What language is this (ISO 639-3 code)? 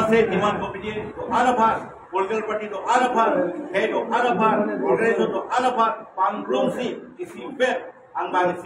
mjw